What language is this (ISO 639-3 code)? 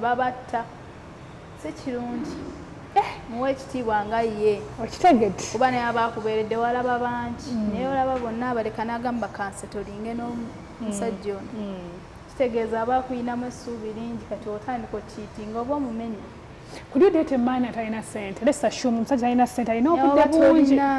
lug